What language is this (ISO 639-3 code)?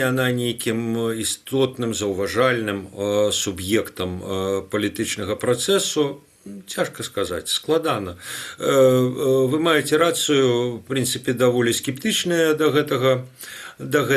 bel